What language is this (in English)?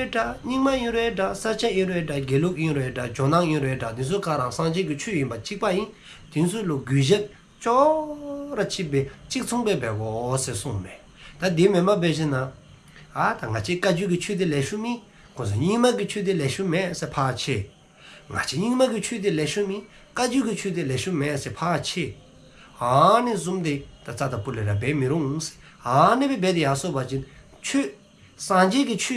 Dzongkha